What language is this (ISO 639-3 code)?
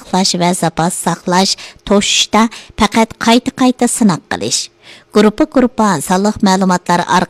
uig